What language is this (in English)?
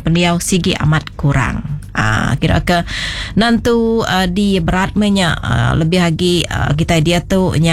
Iban